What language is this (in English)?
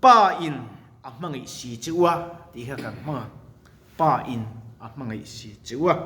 Mizo